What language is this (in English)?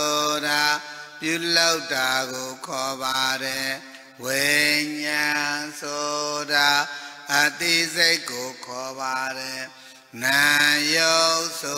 Burmese